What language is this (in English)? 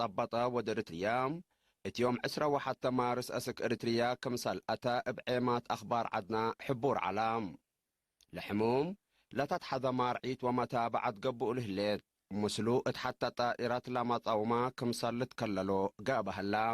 Tigre